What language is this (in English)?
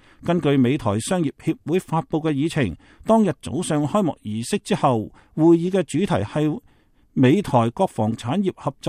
Cantonese